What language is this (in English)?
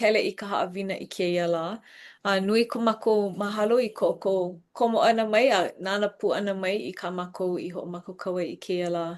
Hawaiian